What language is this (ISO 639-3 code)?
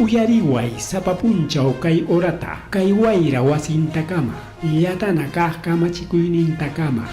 quy